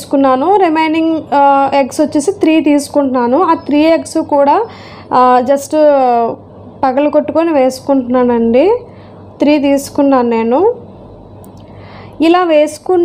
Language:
Telugu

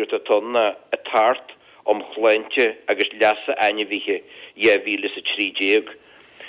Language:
Irish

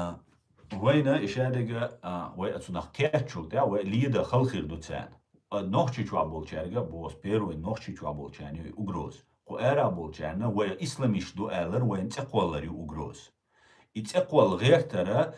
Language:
Chechen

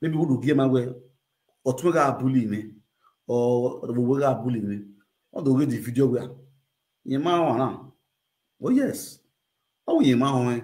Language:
Nigerian Pidgin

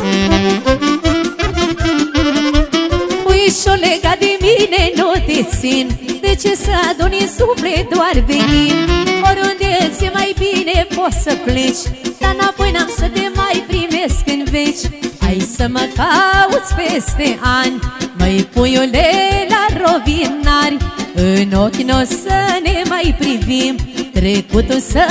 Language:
Romanian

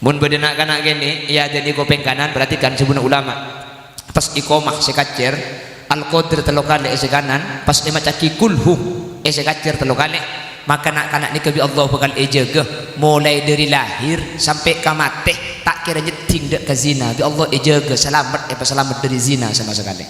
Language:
Madurese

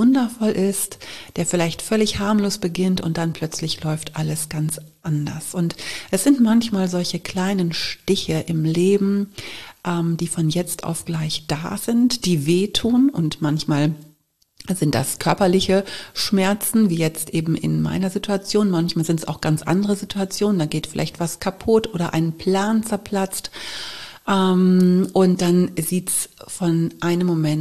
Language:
German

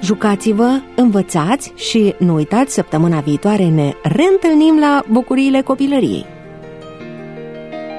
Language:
Romanian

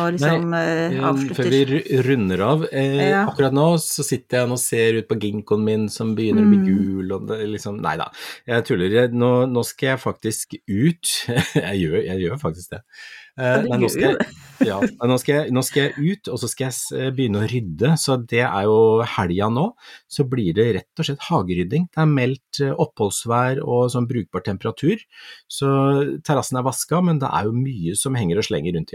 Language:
Norwegian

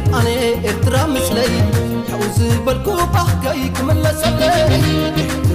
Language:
Tigrinya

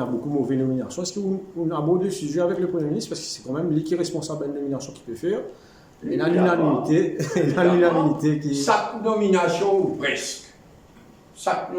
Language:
Morisyen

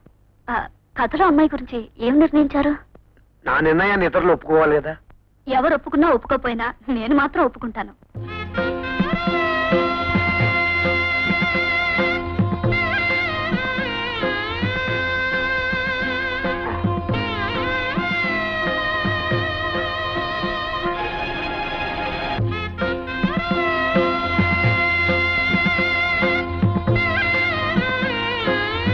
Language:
Telugu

